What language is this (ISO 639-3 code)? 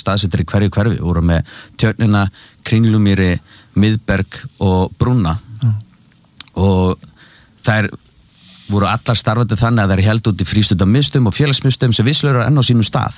isl